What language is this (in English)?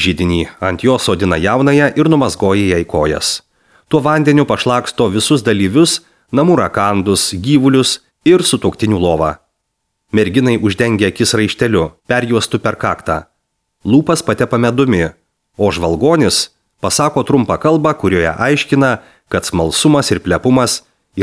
Lithuanian